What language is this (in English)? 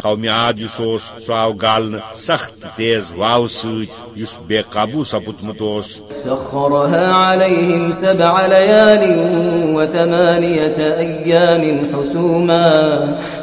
Kashmiri